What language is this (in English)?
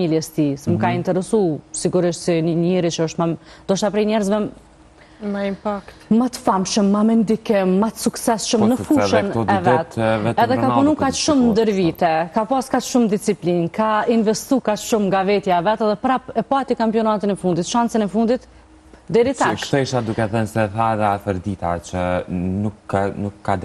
Albanian